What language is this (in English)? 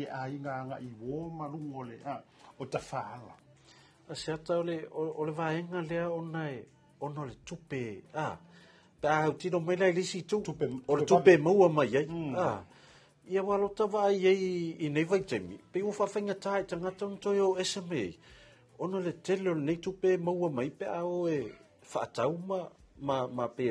Samoan